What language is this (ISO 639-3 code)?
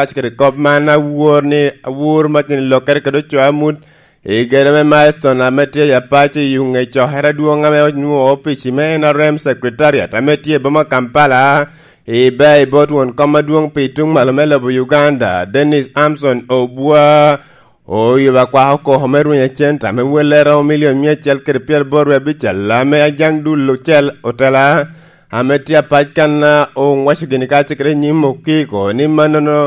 laj